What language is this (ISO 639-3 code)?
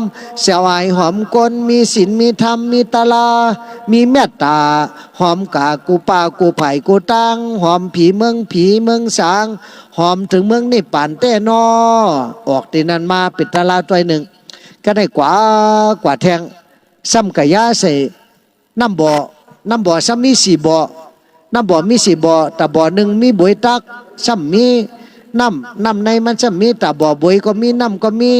shn